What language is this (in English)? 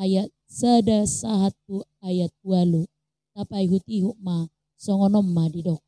Batak Toba